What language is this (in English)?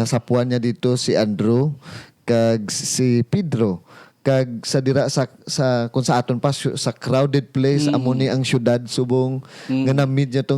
Hiligaynon